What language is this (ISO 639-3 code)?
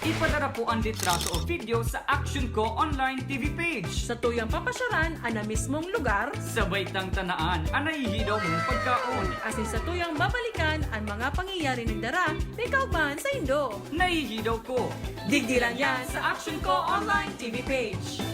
bik